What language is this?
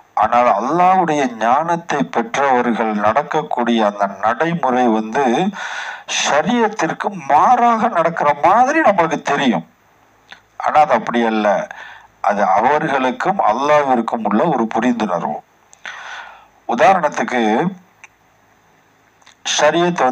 Tamil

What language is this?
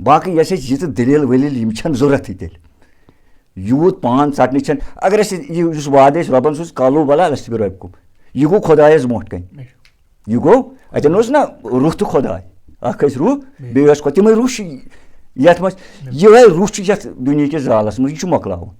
Kashmiri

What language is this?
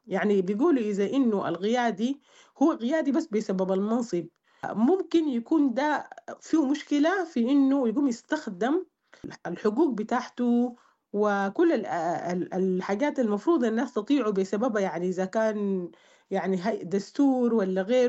Sudanese Arabic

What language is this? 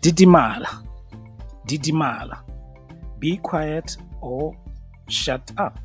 Tswana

